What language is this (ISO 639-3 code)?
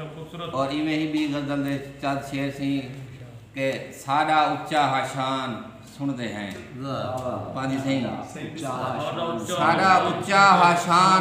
skr